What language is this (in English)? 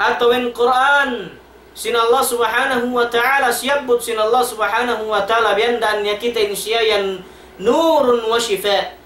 Tausug